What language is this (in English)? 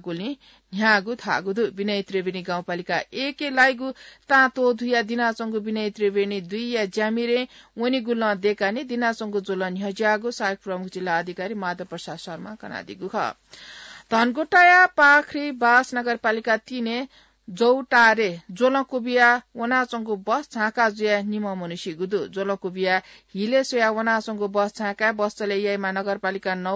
Newari